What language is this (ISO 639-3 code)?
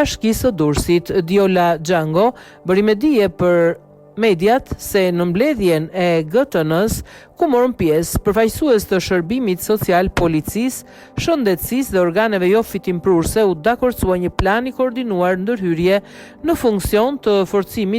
sqi